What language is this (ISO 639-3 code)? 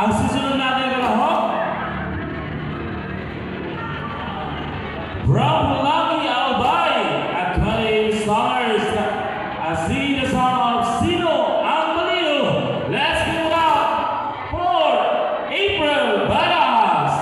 fil